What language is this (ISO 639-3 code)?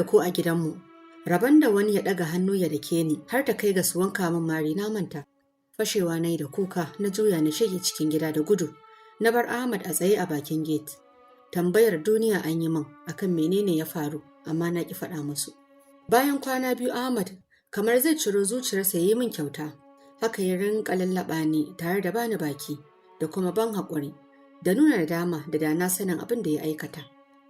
hau